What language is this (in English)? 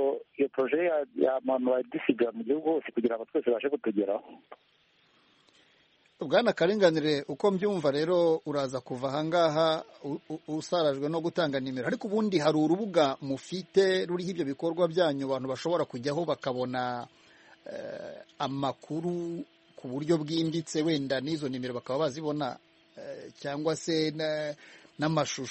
Kinyarwanda